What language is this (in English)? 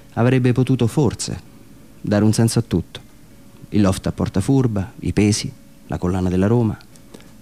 Italian